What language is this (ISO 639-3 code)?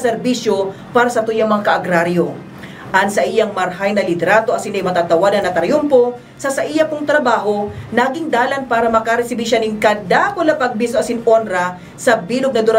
bik